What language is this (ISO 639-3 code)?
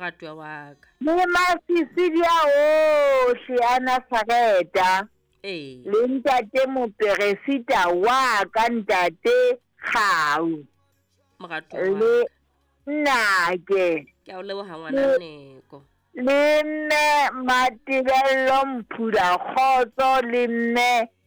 sot